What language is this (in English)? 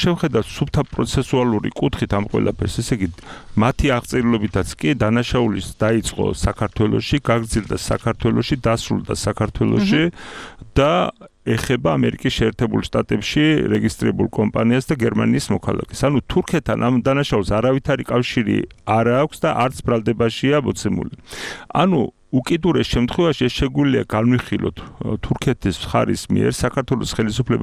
Georgian